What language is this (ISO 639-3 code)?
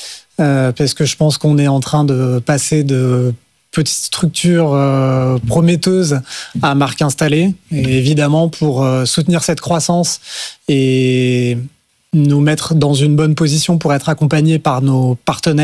fra